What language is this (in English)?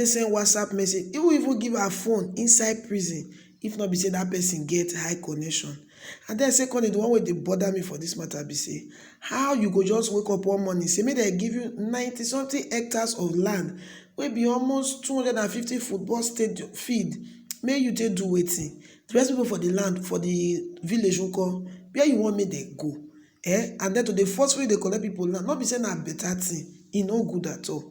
Nigerian Pidgin